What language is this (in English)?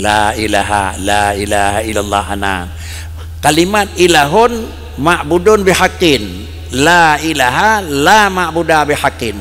Achinese